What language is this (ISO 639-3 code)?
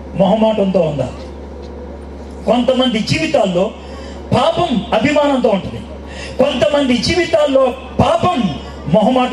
tel